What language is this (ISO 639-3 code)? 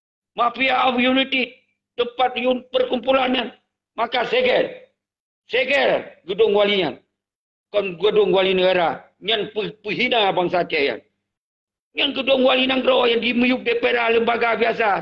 ace